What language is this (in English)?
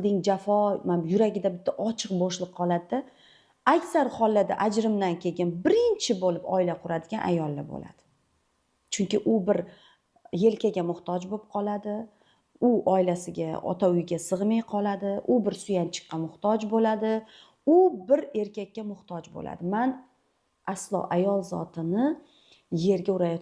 Uzbek